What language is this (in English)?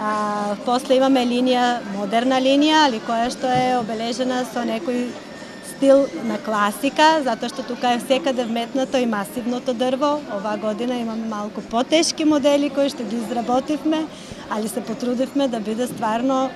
Macedonian